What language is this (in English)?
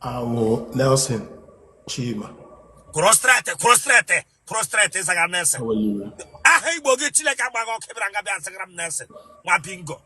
Igbo